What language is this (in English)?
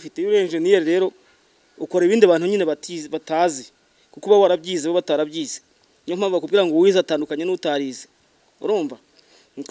Kinyarwanda